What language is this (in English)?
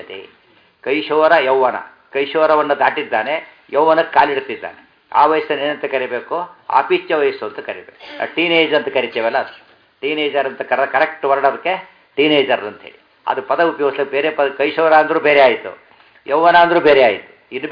Kannada